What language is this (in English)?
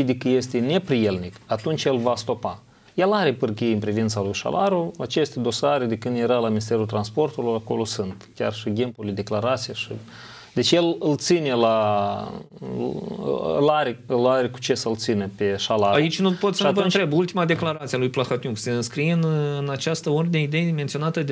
Romanian